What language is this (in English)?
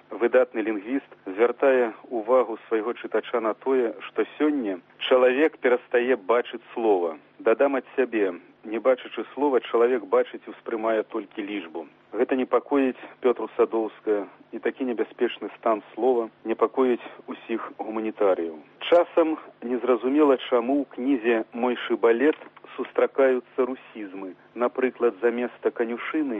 Belarusian